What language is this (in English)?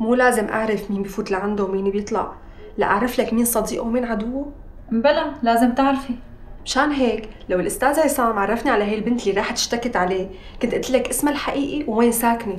North Levantine Arabic